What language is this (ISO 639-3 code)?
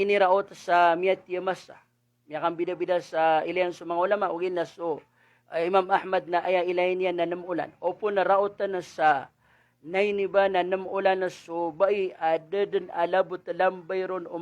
mrw